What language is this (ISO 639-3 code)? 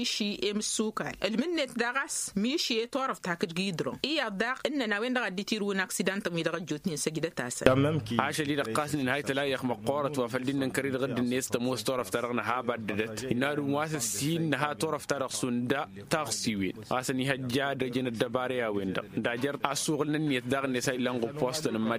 taq